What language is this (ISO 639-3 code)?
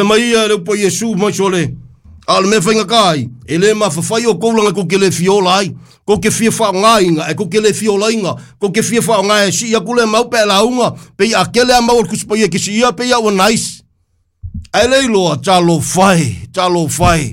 smo